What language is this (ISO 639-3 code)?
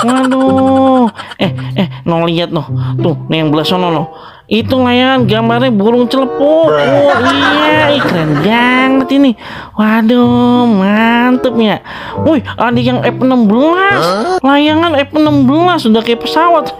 bew